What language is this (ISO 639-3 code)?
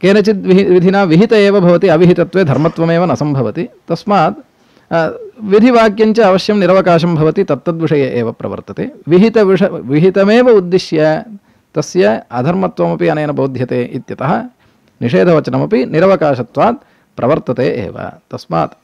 san